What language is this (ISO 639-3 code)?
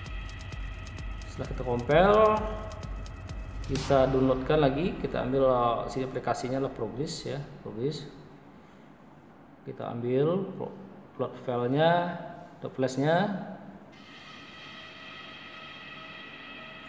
ind